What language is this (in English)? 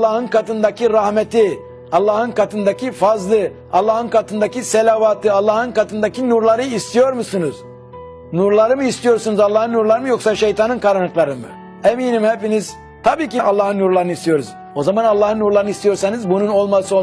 Turkish